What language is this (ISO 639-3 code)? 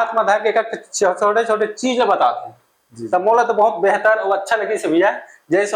hne